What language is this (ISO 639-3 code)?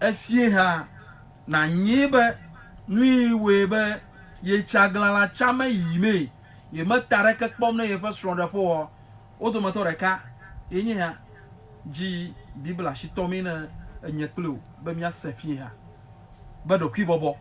ewe